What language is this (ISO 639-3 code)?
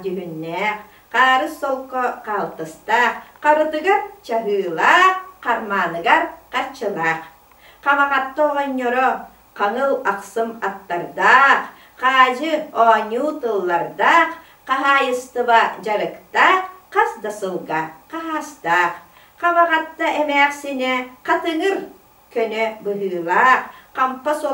sah